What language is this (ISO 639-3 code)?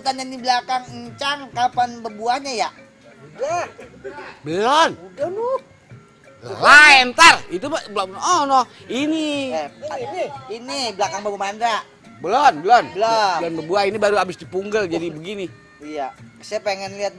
bew